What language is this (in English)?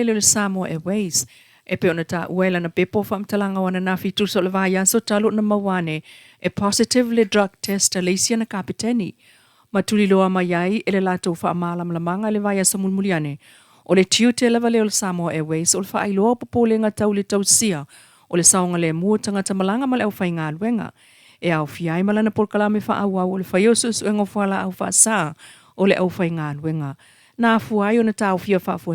Samoan